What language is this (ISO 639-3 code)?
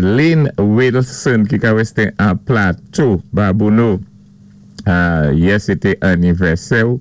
acf